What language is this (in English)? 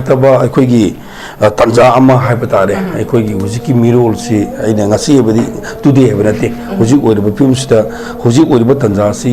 Manipuri